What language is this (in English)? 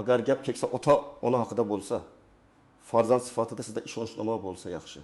Uzbek